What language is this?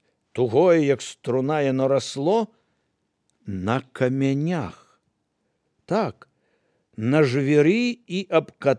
Belarusian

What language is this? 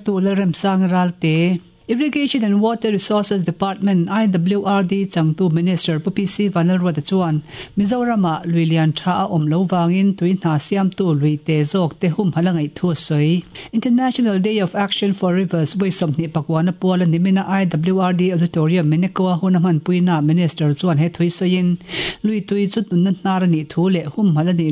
Mizo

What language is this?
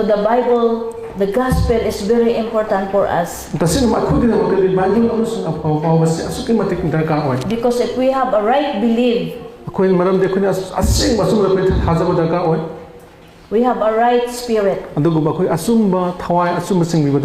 Manipuri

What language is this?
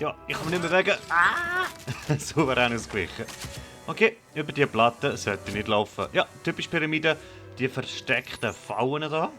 Swiss German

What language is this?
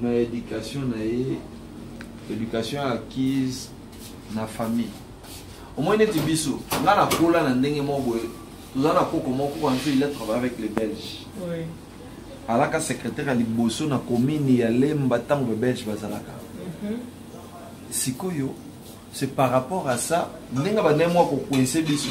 Lingala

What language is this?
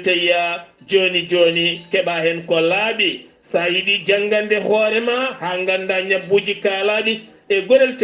Fula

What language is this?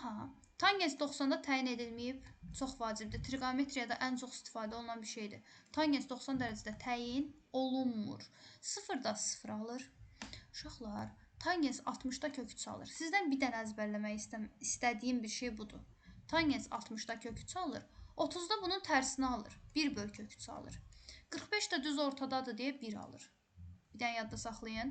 Azerbaijani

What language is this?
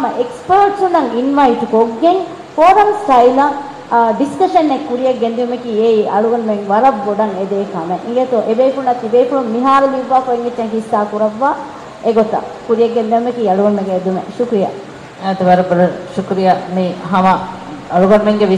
Divehi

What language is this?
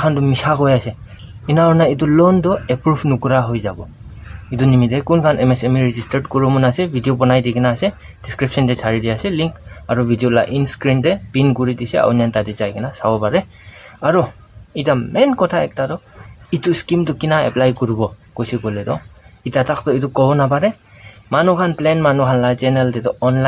Naga Pidgin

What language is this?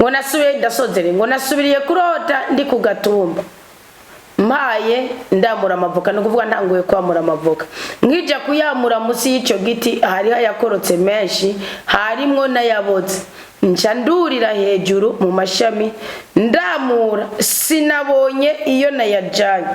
Rundi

